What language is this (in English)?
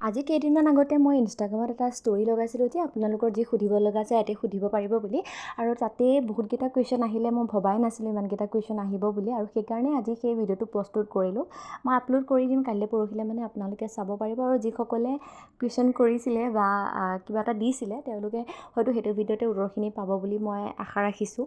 Assamese